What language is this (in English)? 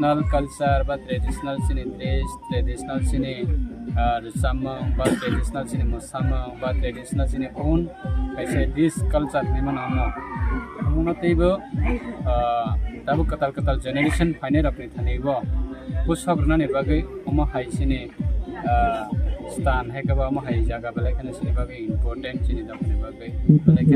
Kok Borok